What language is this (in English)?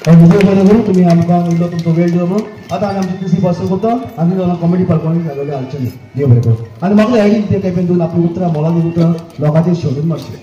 Konkani